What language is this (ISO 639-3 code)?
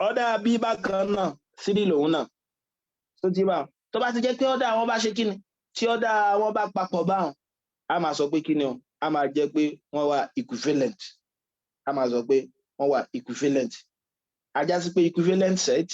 yor